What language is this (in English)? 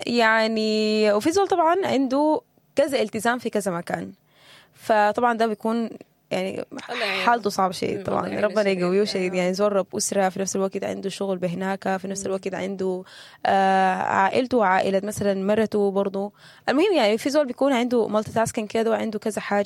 Sudanese Arabic